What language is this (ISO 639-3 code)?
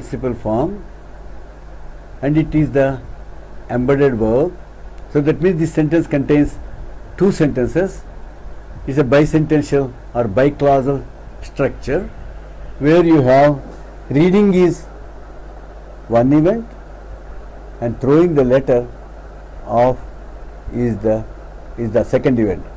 eng